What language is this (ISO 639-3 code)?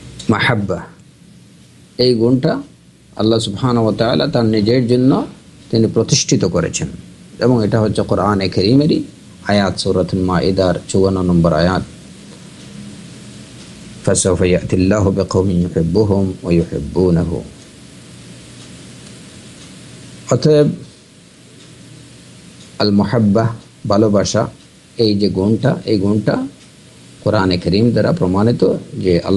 ben